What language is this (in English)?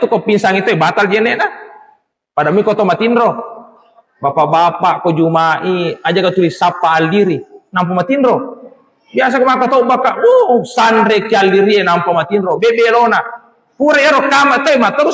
Buginese